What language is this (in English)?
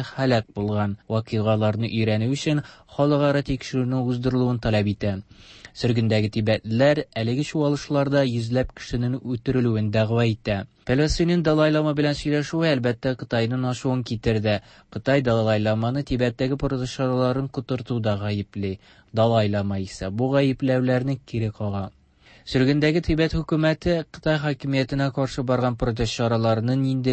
Tatar